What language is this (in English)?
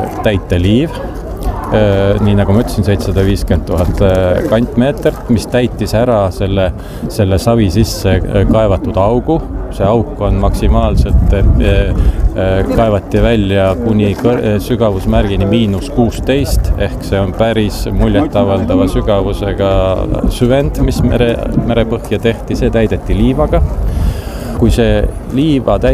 Estonian